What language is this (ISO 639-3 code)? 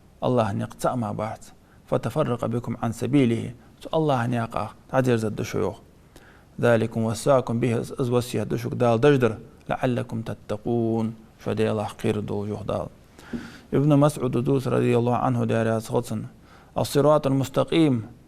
inh